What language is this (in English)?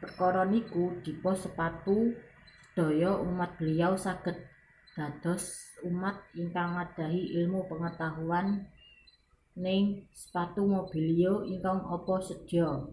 Javanese